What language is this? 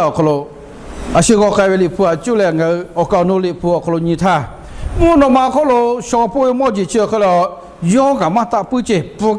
Lahu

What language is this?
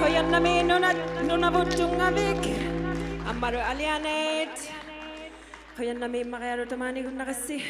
Inuktitut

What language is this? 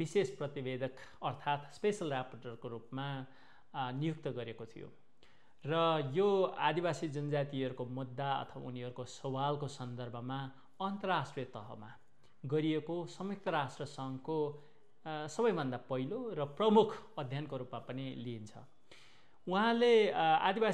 Nepali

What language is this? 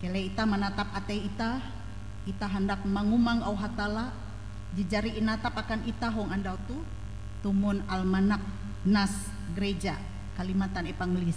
Ngaju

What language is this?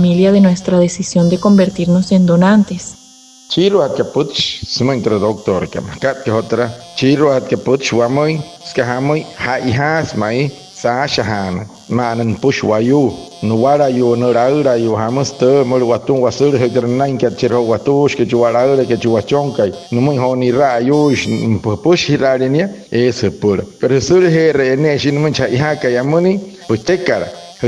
Wayuu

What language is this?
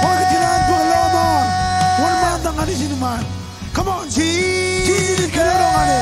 Marshallese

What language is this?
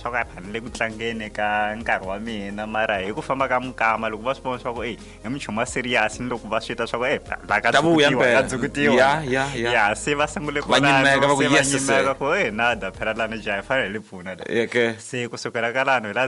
Tsonga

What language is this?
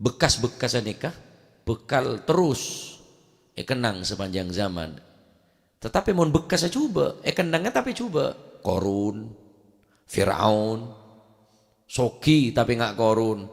Madurese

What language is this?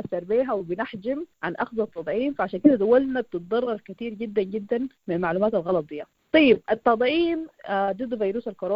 Sudanese Arabic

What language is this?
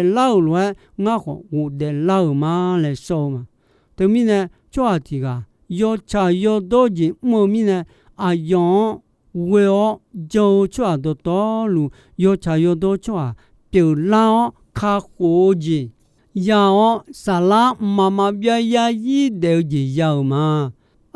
Akha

